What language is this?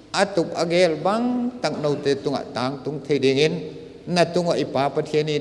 Paite Chin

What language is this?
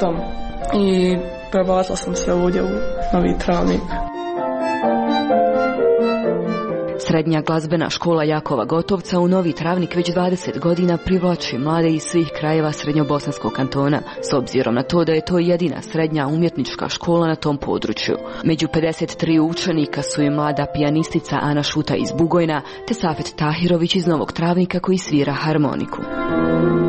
Croatian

